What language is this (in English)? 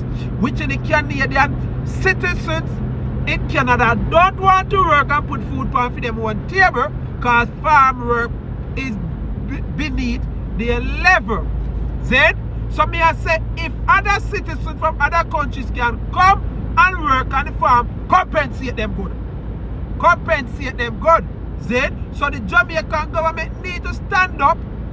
Jamaican Creole English